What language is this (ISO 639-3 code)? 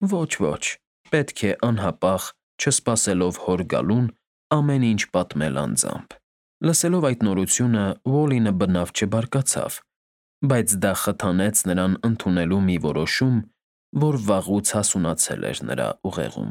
hye